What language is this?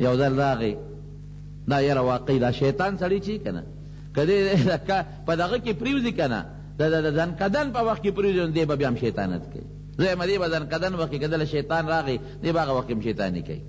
Pashto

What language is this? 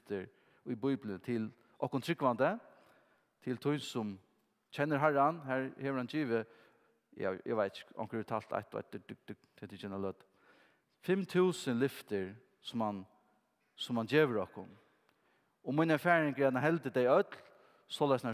Faroese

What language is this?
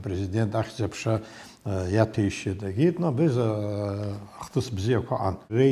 Abkhazian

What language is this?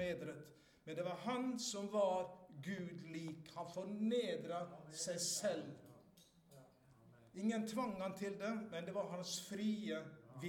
Norwegian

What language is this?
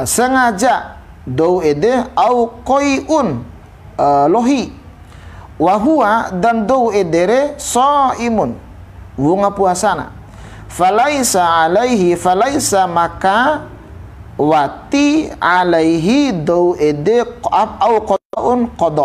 Bima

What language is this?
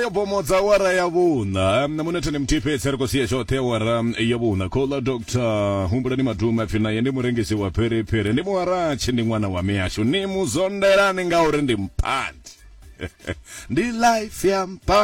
Venda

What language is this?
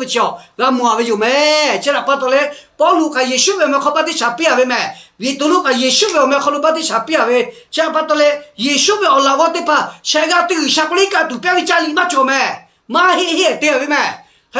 Lahu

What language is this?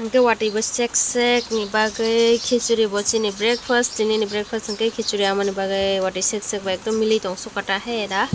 Kok Borok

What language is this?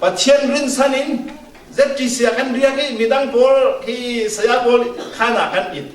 Falam Chin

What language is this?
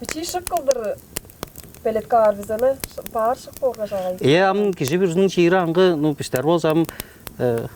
Tuvinian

